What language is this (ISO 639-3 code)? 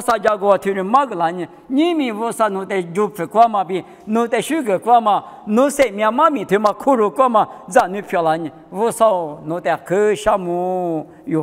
lis